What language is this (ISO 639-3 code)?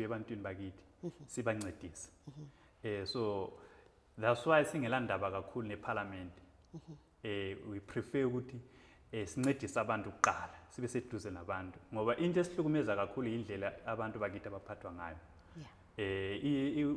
zul